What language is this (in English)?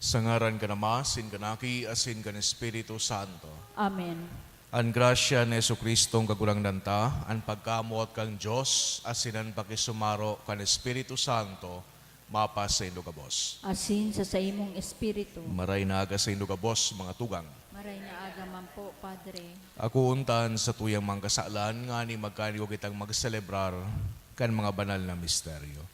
Bikol